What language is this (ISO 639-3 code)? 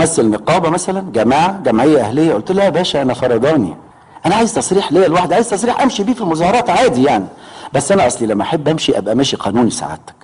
arz